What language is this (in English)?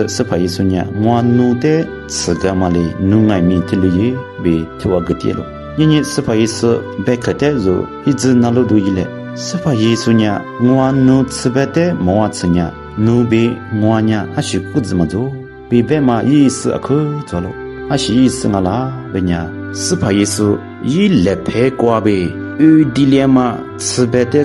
Lisu